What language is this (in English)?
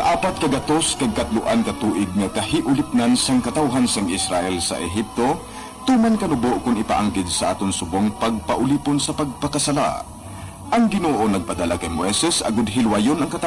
Hiligaynon